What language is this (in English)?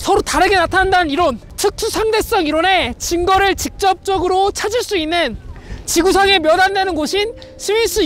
Korean